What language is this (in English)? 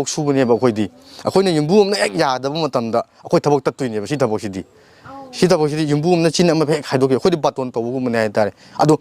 Manipuri